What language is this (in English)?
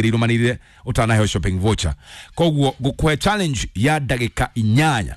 Kikuyu